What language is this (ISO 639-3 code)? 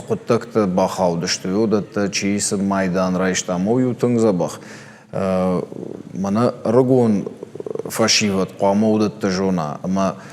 oss